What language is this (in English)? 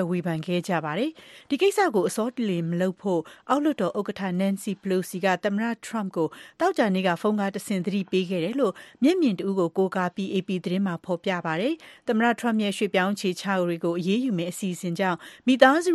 Burmese